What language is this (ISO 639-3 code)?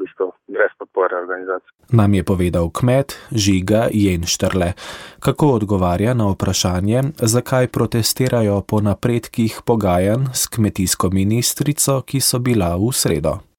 slv